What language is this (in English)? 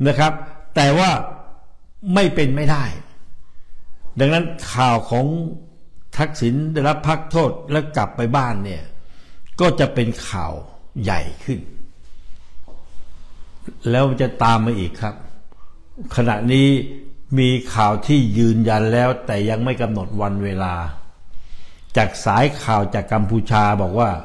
Thai